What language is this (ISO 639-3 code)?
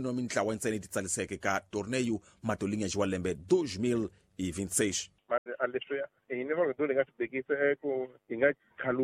tso